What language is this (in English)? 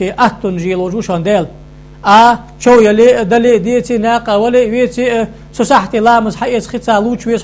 Ingush